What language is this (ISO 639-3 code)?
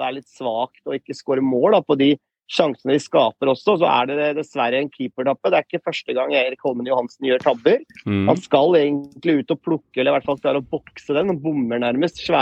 nor